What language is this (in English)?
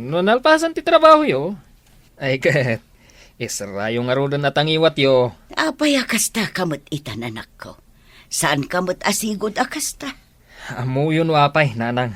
Iloko